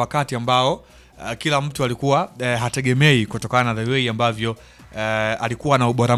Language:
Swahili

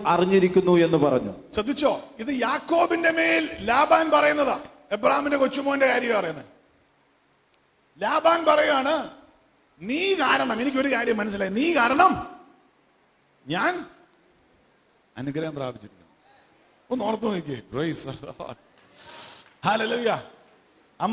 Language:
Malayalam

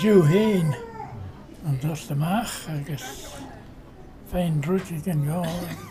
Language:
Scottish Gaelic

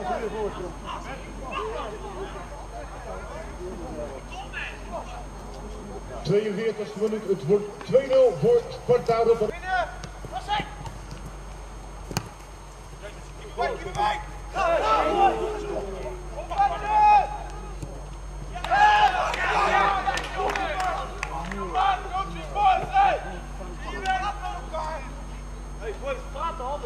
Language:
Dutch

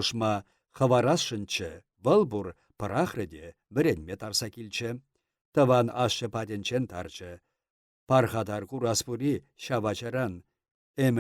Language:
Chuvash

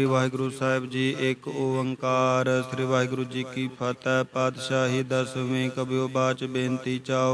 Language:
Punjabi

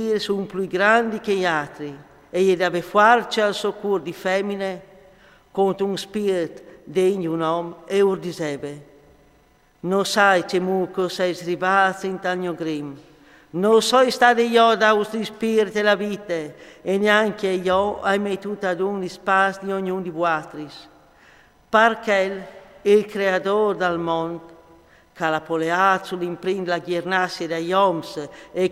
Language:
Friulian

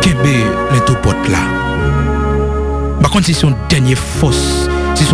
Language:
Haitian Creole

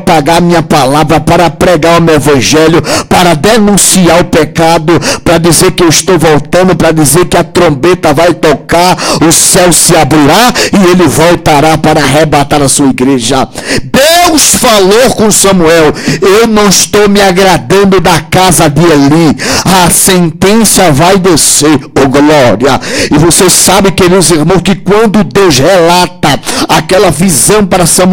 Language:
Portuguese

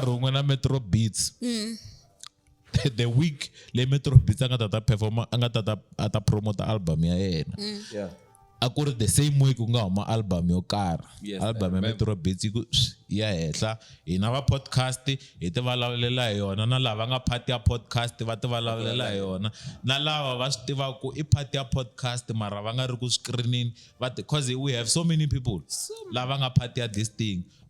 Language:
Tsonga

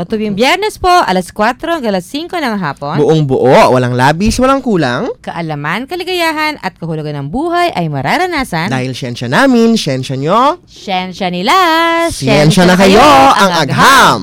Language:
Filipino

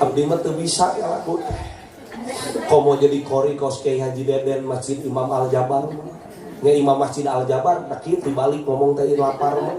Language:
Sundanese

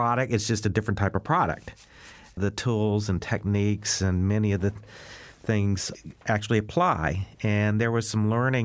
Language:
English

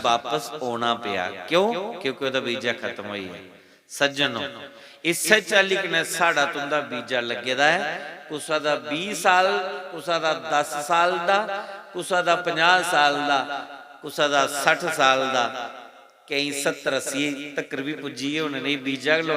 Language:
Dogri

